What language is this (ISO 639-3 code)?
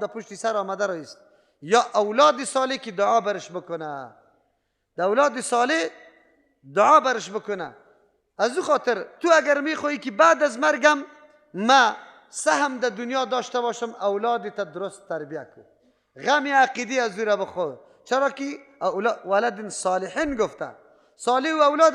fas